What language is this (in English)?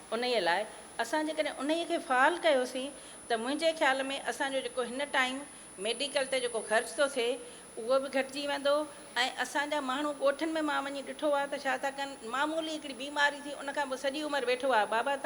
Sindhi